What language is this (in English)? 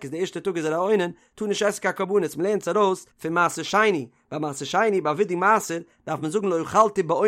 Yiddish